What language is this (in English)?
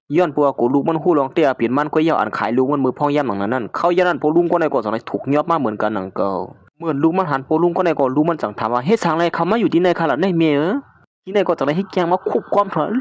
Shan